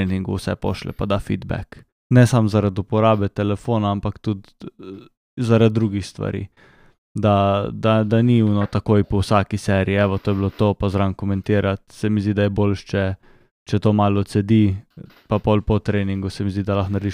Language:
Slovenian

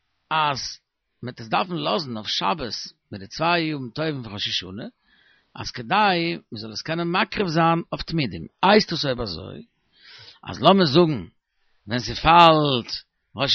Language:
Yiddish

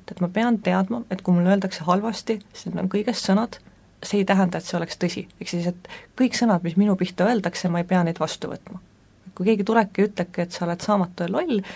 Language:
Estonian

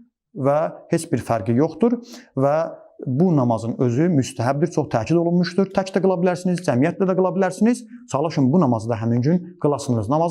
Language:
Azerbaijani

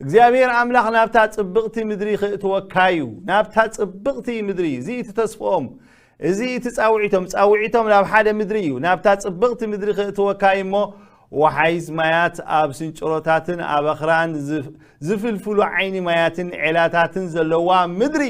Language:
Tigrinya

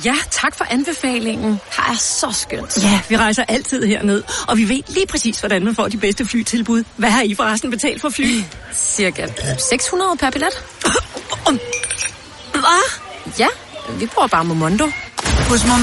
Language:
Danish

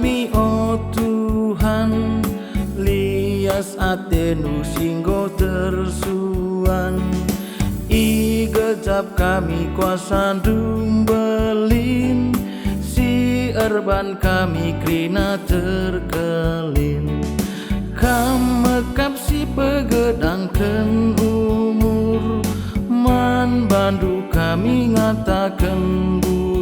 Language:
Batak Karo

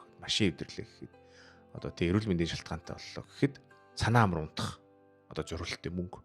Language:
Mongolian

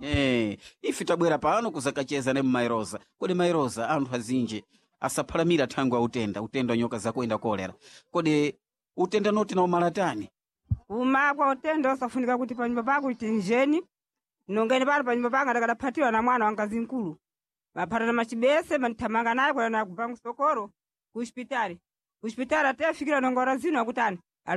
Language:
Sena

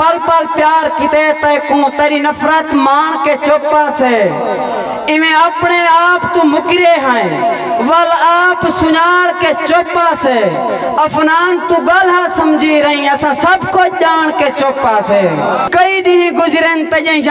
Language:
Saraiki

